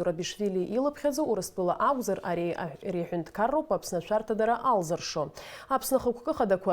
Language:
Abkhazian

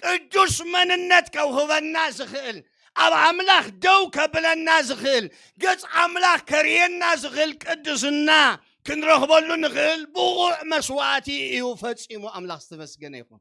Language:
Tigrinya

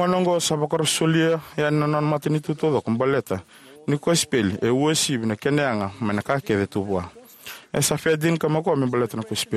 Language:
Fijian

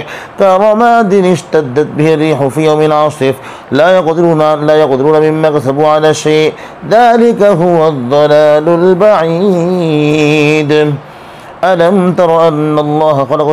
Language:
Arabic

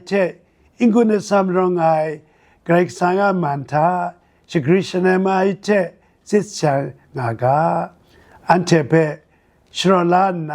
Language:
Kachin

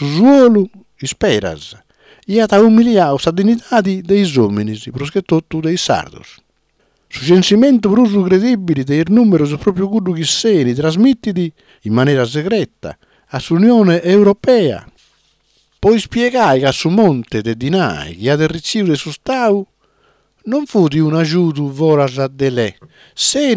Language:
Sardinian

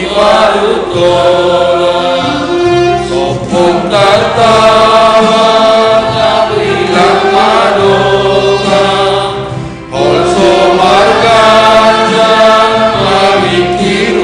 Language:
Batak Simalungun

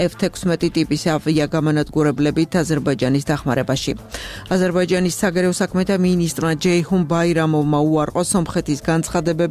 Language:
Georgian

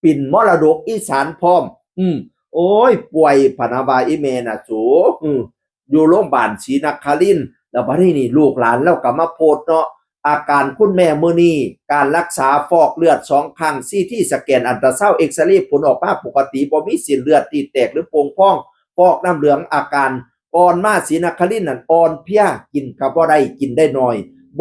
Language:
Northeastern Thai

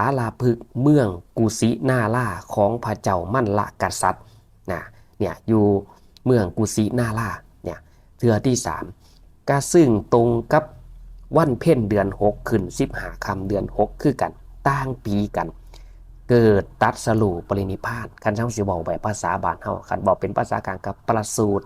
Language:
Northeastern Thai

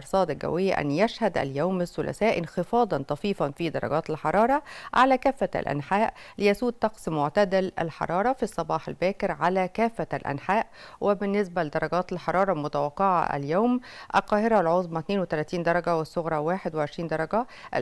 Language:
Egyptian Arabic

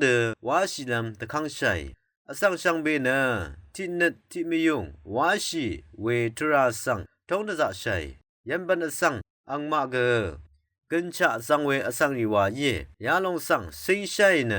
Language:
Rawang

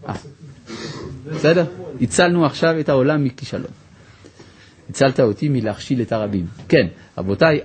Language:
Hebrew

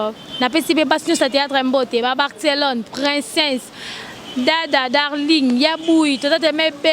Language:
Lingala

